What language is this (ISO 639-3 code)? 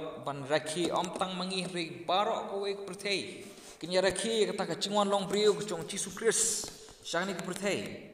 kha